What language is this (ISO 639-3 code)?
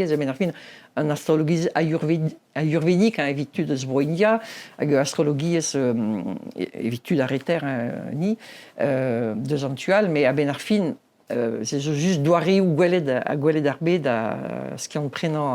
bre